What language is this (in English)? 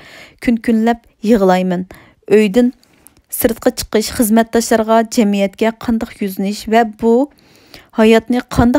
Uyghur